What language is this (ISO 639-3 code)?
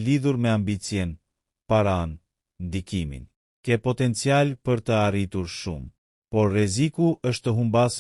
sqi